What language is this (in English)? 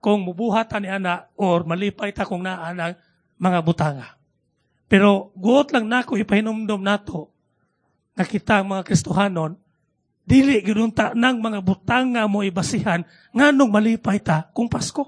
Cebuano